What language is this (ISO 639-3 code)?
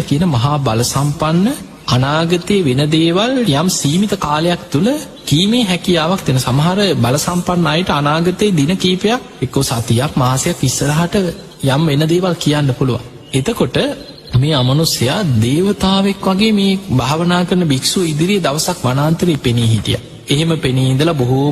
sin